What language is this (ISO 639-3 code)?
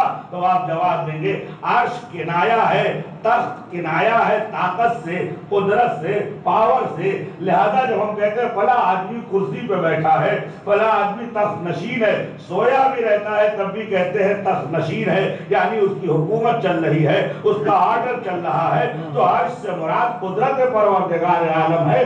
urd